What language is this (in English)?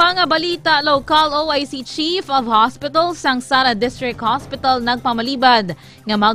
Hiligaynon